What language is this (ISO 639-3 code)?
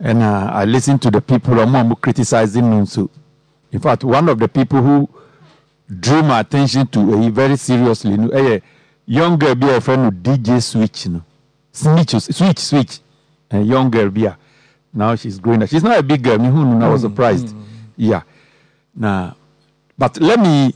aka